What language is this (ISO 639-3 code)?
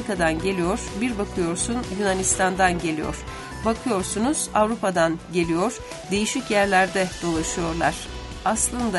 tur